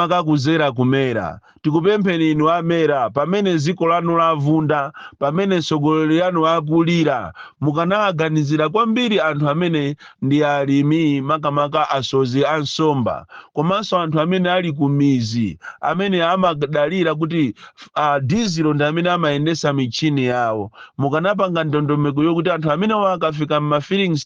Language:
Nyanja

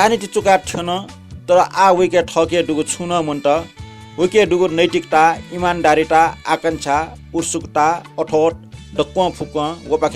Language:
Newari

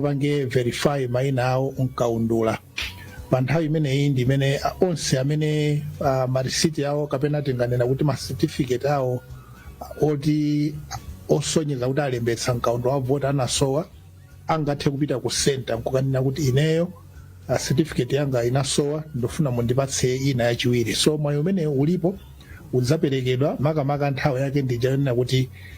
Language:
Nyanja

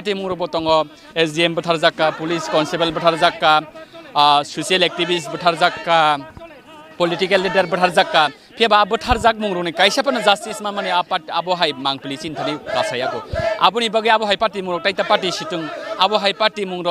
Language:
Kok Borok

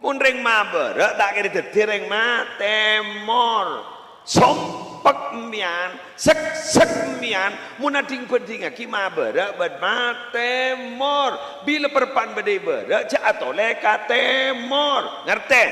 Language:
Madurese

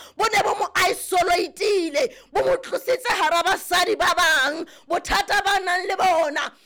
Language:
Southern Sotho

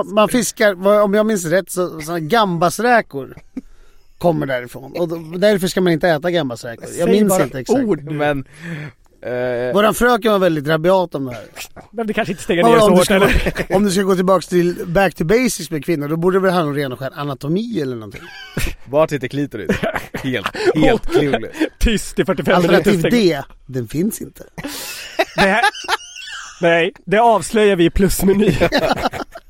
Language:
Swedish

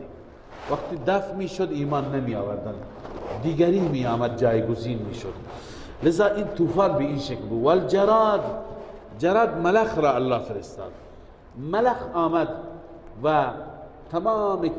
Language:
Persian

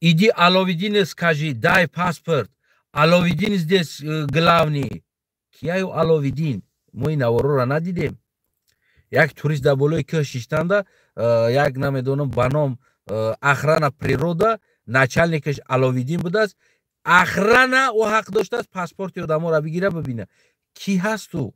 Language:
Tajik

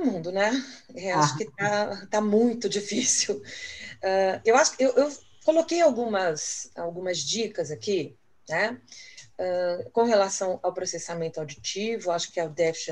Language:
Portuguese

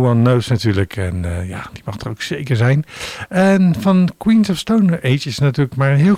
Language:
Dutch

